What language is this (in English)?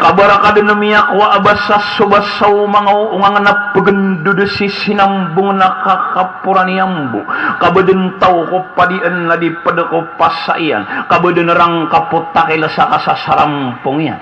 Maranao